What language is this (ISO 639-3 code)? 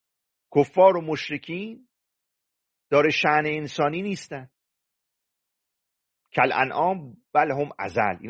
fas